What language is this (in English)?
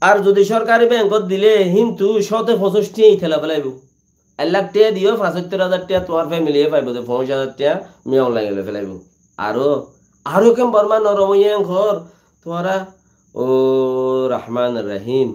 Rohingya